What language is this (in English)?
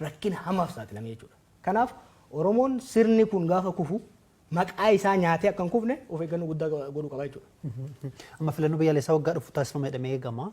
Oromo